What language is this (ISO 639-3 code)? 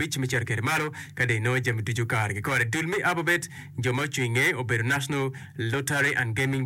ach